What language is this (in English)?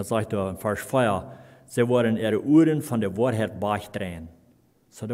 Plautdietsch